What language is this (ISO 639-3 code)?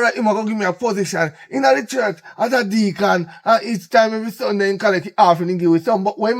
jam